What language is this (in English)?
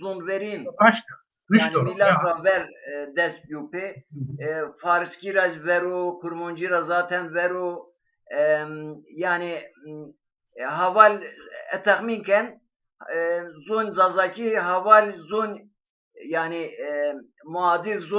Zaza